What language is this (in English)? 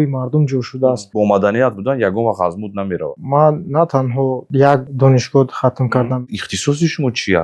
Tajik